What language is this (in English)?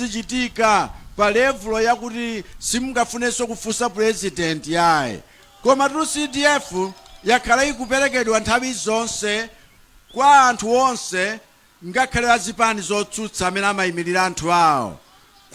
Nyanja